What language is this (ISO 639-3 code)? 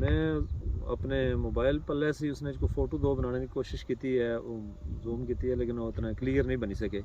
phr